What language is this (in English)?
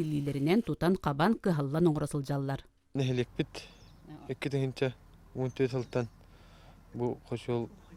Yakut